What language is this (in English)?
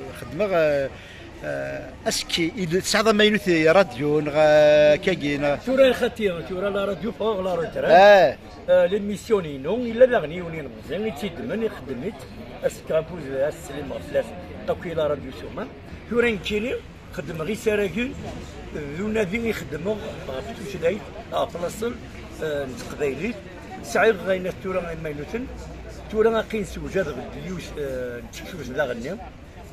Kabyle